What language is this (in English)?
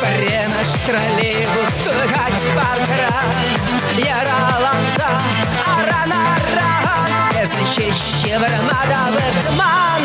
Chuvash